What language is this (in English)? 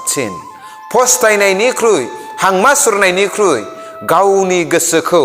Bodo